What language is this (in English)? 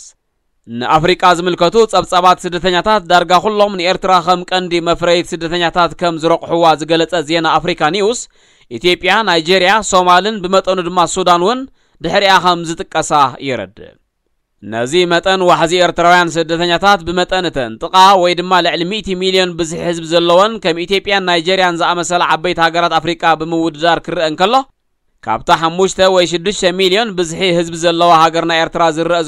Tigrinya